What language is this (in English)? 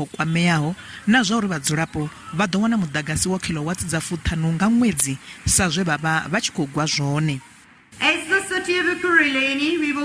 Venda